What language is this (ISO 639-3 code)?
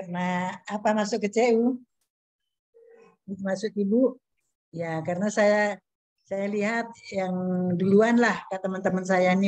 ind